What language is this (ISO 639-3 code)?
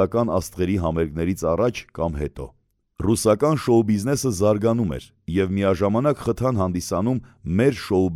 hye